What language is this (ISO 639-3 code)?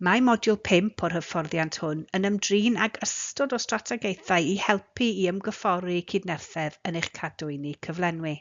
cym